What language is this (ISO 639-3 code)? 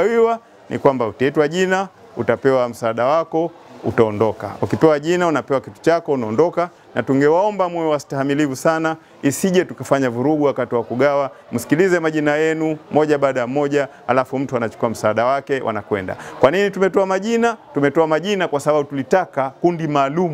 swa